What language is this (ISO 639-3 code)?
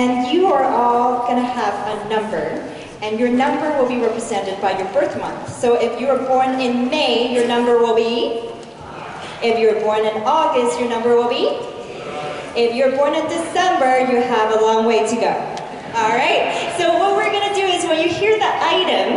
eng